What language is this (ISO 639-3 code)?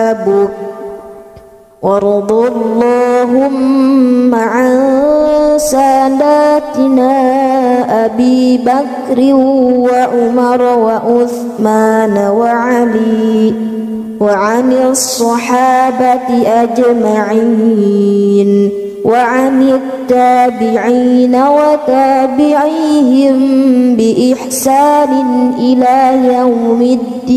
ara